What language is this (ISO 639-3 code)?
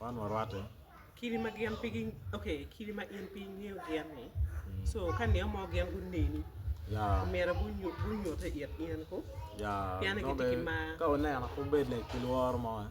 ach